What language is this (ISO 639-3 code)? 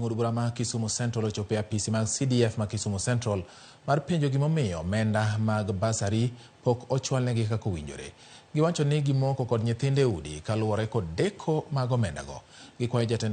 luo